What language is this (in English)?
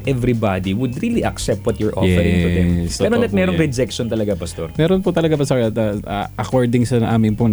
Filipino